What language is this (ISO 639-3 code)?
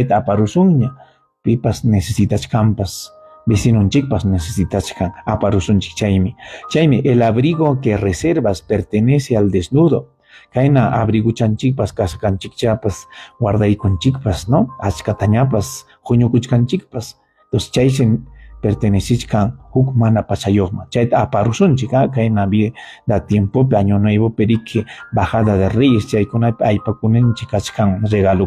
quy